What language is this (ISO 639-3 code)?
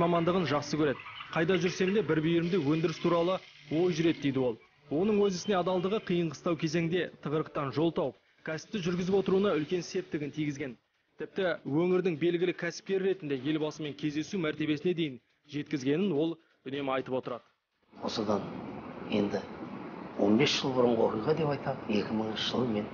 kaz